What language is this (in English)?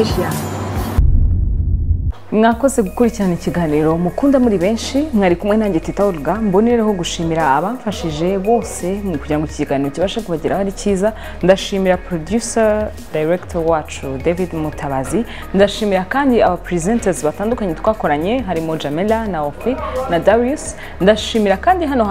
Kinyarwanda